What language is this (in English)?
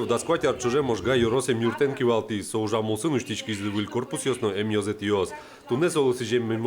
Udmurt